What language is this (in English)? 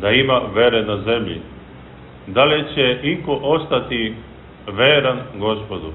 Serbian